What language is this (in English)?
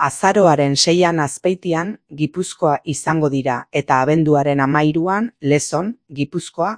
Basque